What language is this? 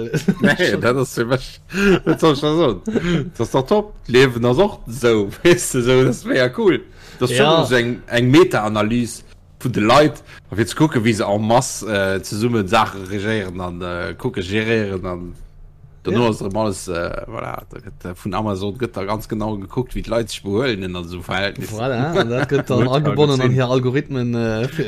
Luxembourgish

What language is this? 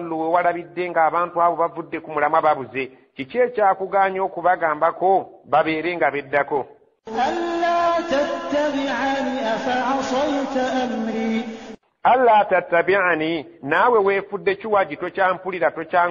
Ganda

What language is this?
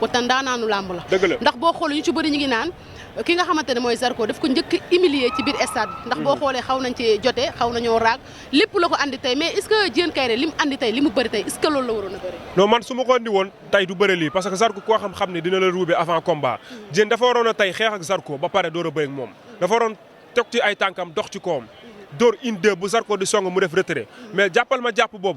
Wolof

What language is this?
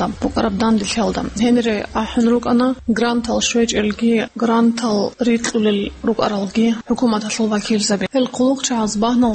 Avaric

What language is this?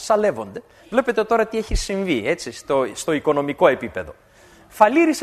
Greek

